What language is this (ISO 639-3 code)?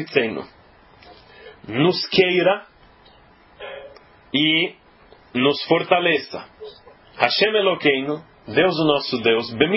por